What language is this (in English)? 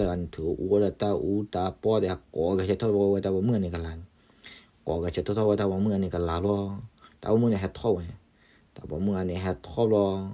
S'gaw Karen